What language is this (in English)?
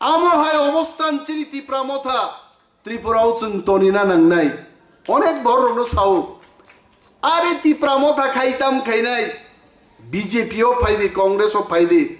Kok Borok